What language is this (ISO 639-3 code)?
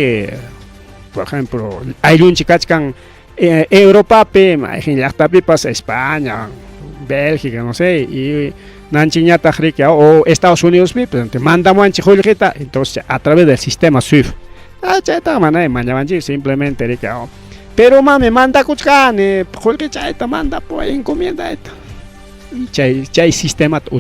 quy